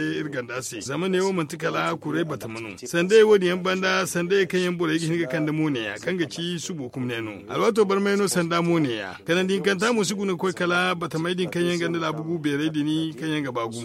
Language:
Zarma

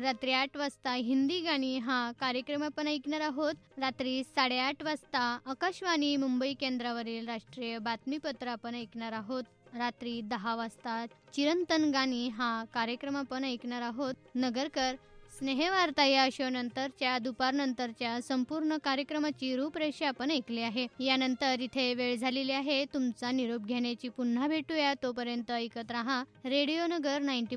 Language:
Marathi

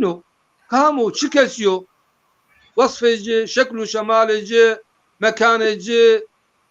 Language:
Zaza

